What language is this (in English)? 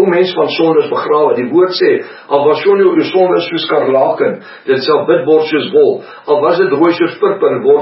Afrikaans